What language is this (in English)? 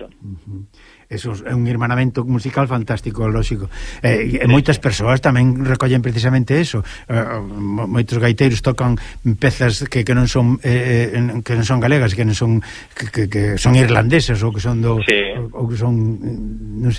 Galician